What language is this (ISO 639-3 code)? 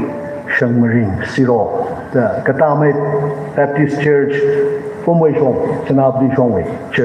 nmf